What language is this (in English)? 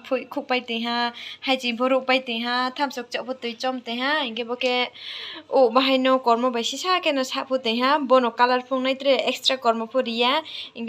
Riang (India)